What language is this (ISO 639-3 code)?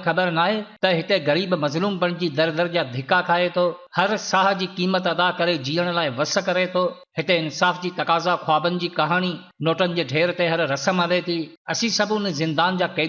snd